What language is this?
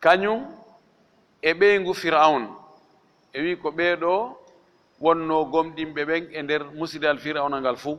Fula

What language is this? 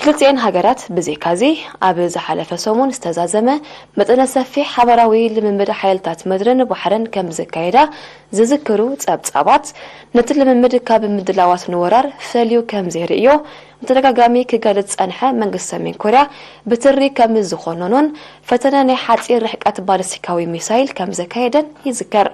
Tigrinya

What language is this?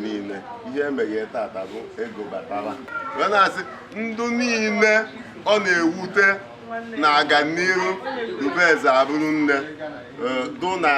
Igbo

